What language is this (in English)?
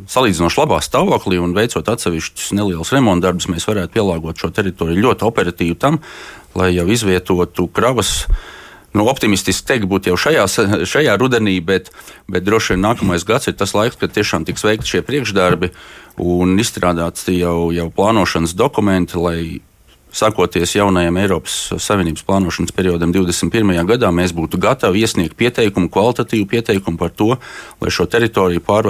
Latvian